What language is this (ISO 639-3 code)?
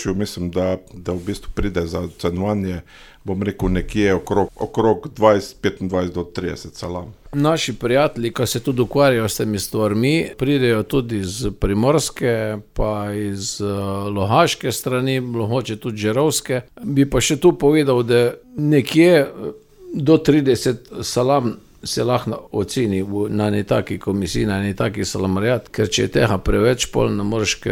slv